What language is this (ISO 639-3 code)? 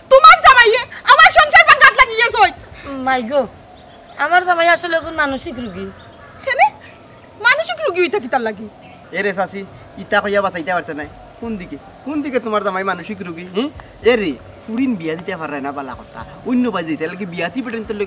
syl